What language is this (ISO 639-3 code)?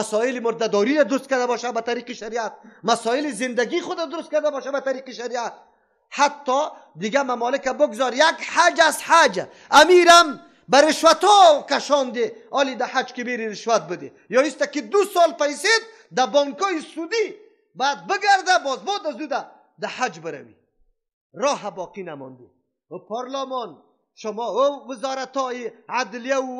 fas